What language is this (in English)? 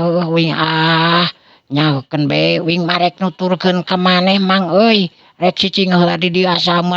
Sundanese